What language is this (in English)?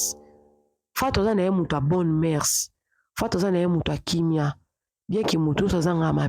Lingala